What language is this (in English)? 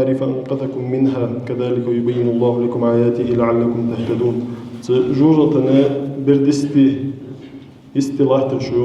Ingush